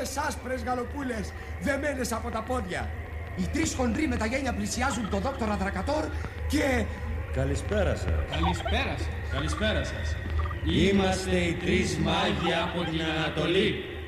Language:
Greek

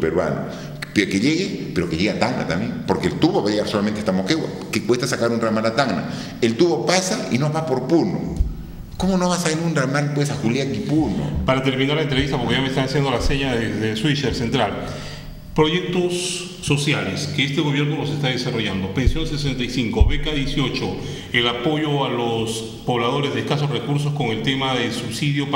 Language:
Spanish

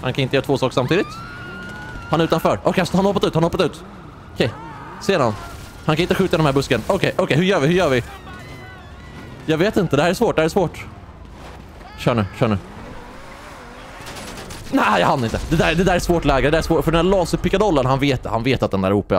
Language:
Swedish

